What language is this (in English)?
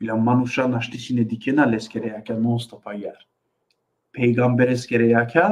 Balkan Romani